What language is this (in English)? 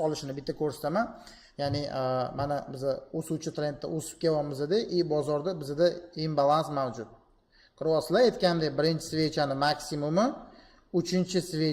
Uzbek